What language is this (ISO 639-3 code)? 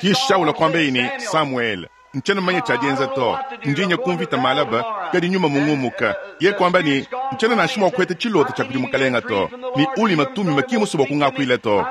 lua